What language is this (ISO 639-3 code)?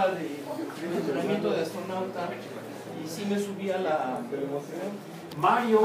spa